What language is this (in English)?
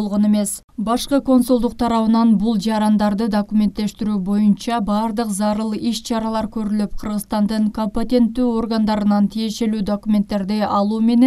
Kyrgyz